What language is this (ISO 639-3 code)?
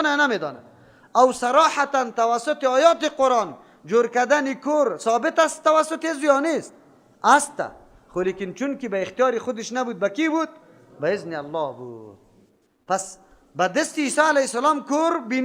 fas